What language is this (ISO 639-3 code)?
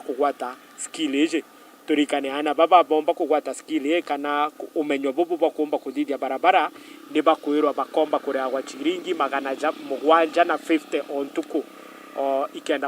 mer